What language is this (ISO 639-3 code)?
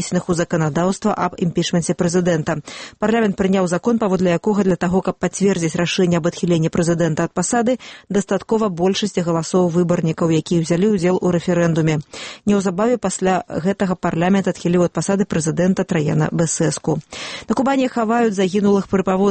bel